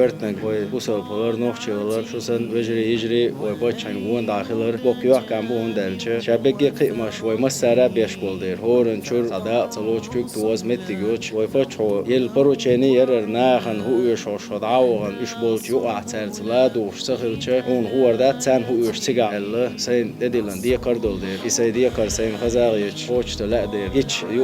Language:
Chechen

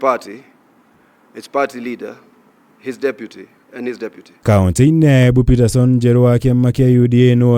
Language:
Kikuyu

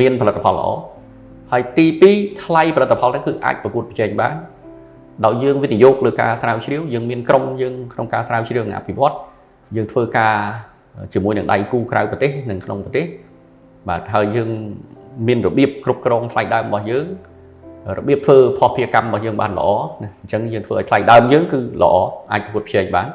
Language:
Khmer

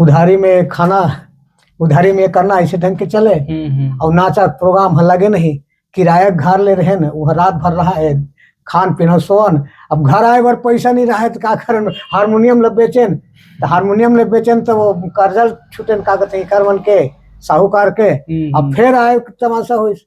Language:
Chhattisgarhi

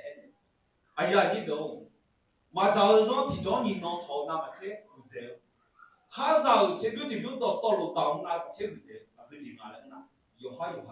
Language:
Akha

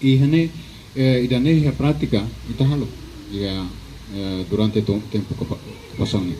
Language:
Tetum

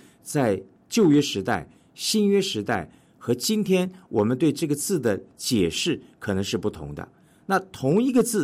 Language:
Chinese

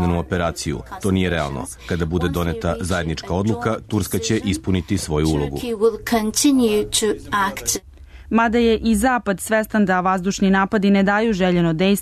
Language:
Serbian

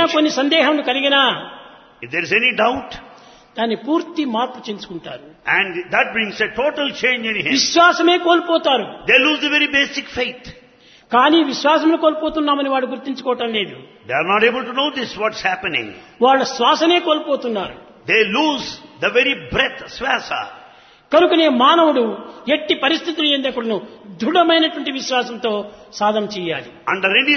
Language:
Telugu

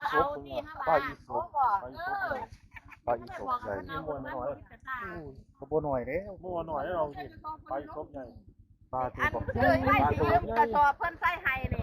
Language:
Northeastern Thai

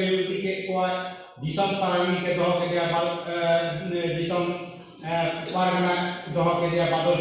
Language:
Santali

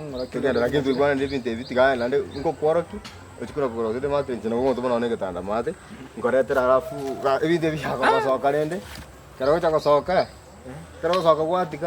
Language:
Gusii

